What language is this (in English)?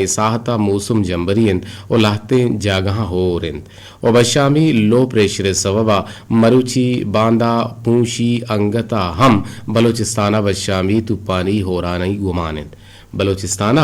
Eastern Balochi